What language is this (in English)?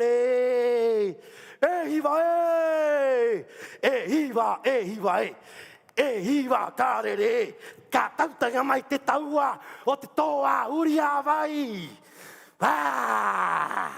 Rapanui